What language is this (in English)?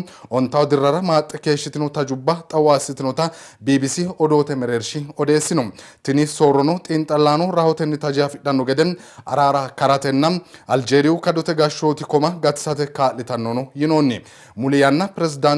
Sidamo